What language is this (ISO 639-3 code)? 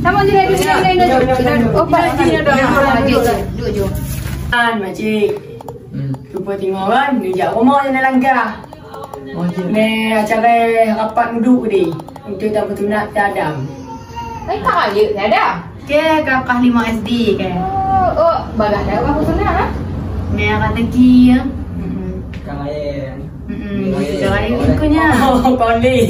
ace